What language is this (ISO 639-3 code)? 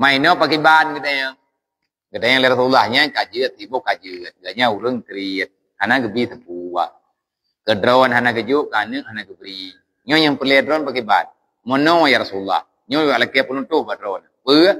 ace